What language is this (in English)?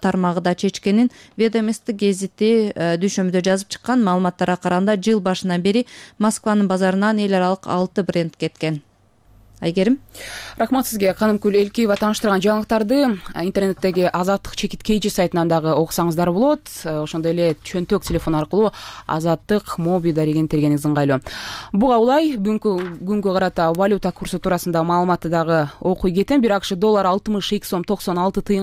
Kyrgyz